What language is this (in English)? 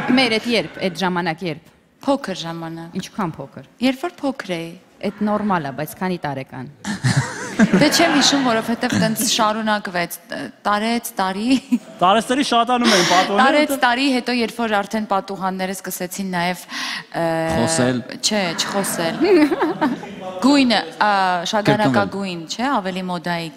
Armenian